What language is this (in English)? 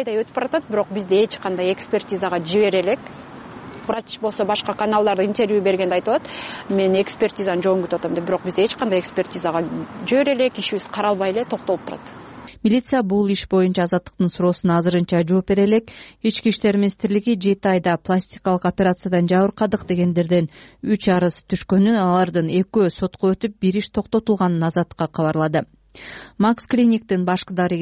Kyrgyz